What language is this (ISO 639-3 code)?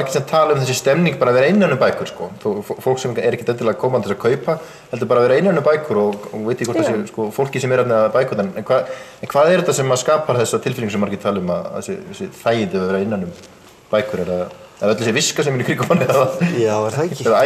isl